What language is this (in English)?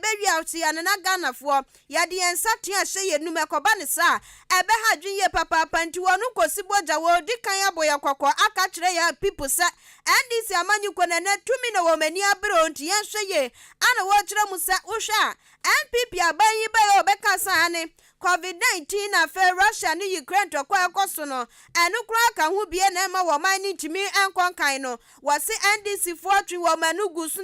Akan